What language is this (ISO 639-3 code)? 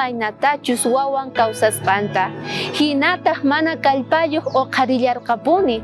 quh